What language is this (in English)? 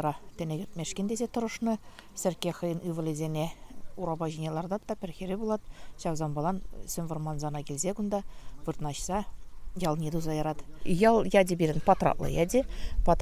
Chuvash